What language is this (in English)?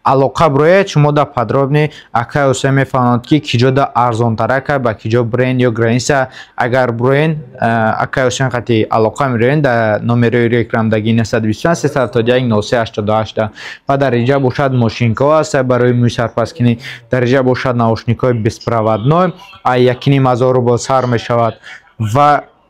Tajik